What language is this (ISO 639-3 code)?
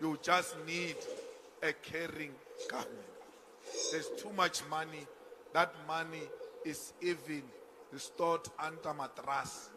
sot